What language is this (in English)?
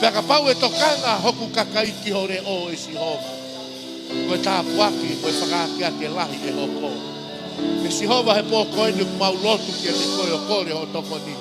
Tongan